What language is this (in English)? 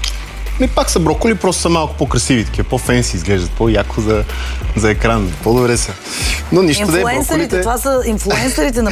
Bulgarian